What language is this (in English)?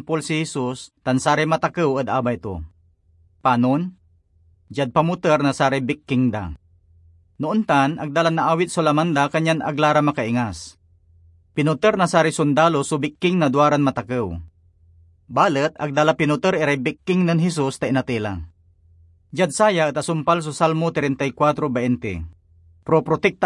Pangasinan